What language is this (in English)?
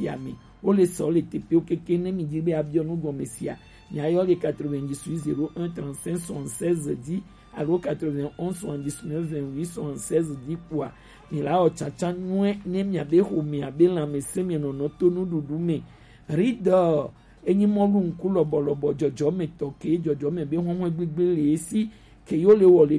Gen